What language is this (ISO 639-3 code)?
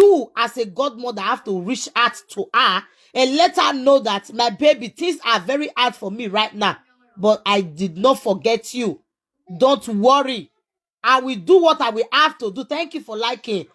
pcm